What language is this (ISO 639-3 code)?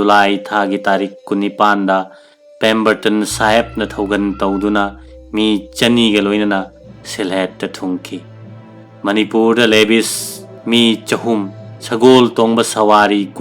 mni